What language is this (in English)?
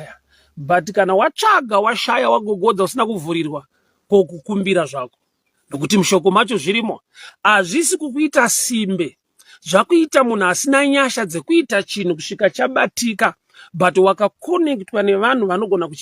Shona